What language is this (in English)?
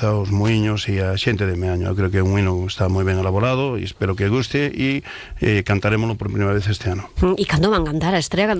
Galician